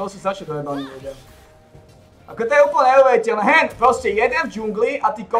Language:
Slovak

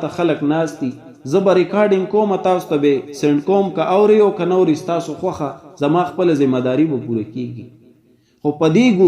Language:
Pashto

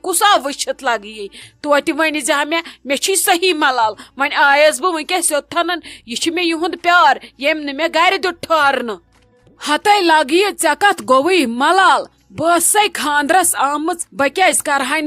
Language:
Kashmiri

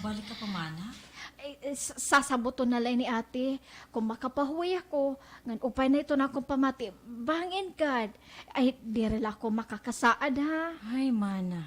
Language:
Waray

